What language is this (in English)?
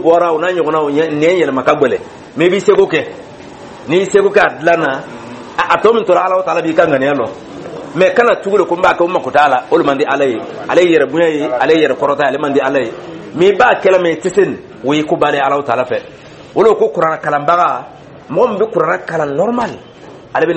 Dyula